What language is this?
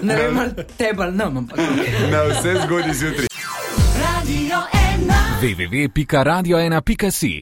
Slovenian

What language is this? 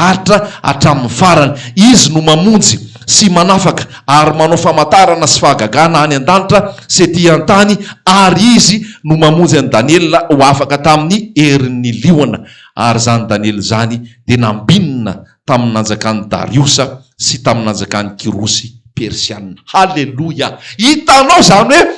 Malagasy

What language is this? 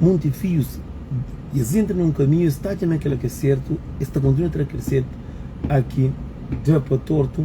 Kabuverdianu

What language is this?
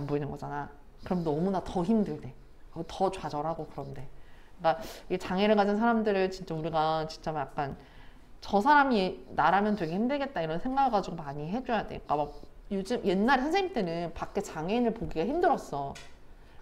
Korean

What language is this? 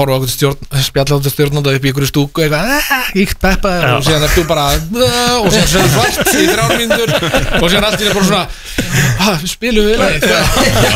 Icelandic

